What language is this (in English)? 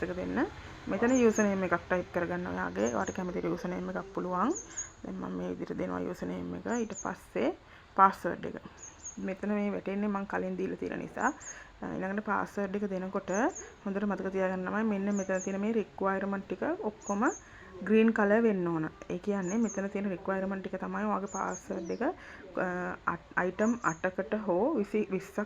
Sinhala